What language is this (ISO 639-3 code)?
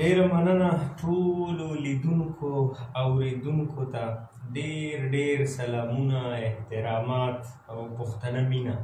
pus